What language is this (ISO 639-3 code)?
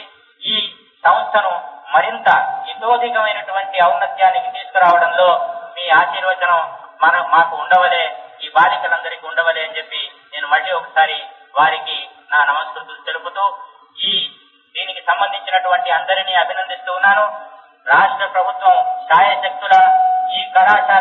tel